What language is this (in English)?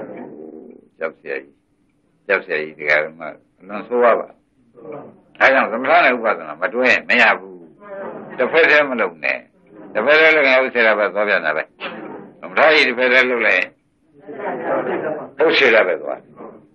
Burmese